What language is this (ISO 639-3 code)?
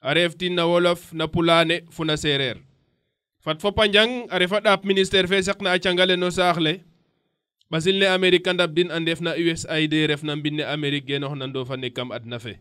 srr